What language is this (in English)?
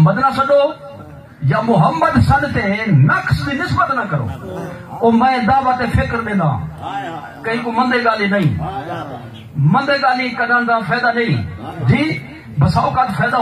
Saraiki